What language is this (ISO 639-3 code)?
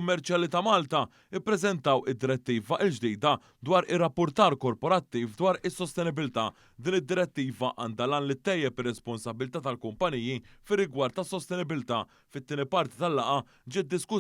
mlt